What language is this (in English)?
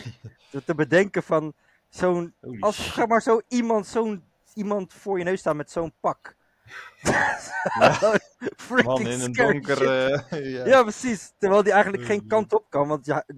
Dutch